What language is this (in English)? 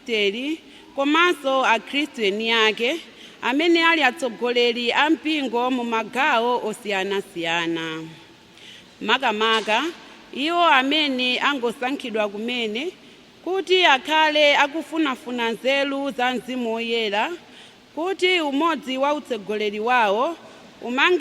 Nyanja